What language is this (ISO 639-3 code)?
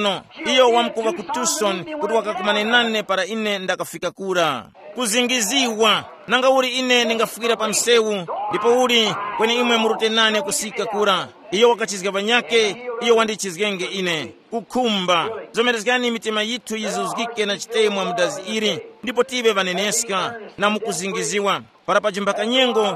tum